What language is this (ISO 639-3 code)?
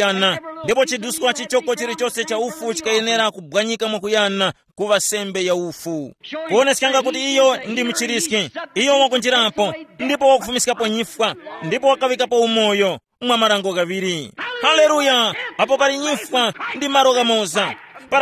tum